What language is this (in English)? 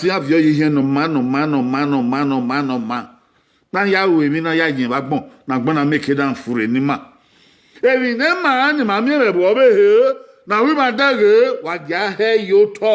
Bini